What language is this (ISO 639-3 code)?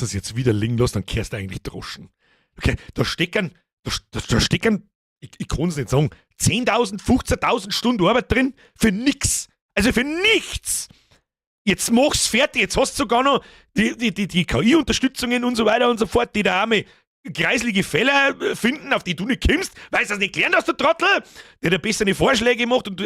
bar